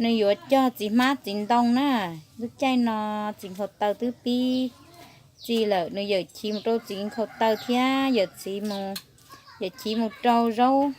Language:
Hmong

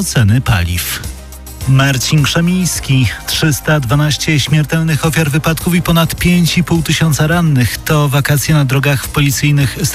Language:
Polish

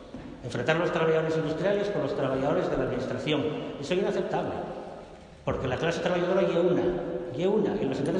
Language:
Asturian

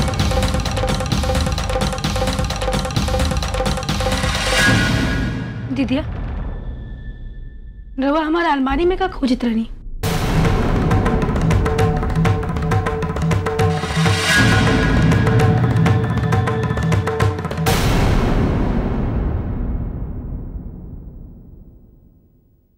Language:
Bhojpuri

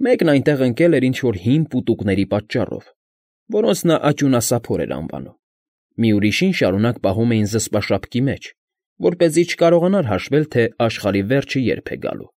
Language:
Armenian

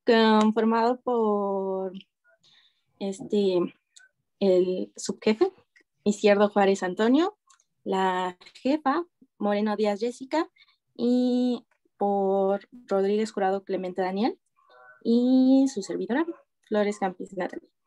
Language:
Spanish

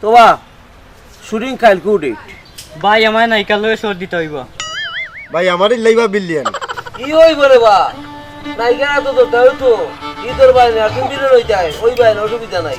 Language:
Sylheti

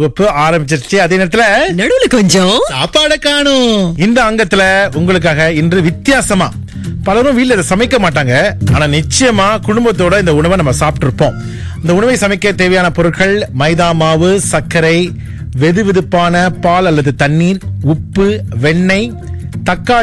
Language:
Tamil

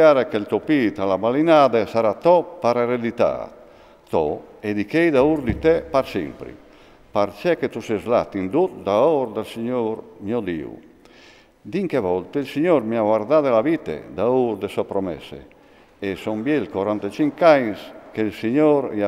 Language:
Friulian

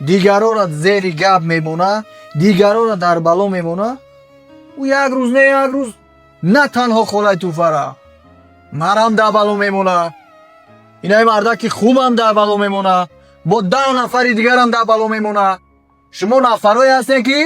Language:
Tajik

